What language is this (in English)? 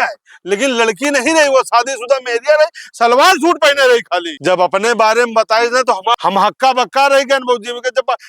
Awadhi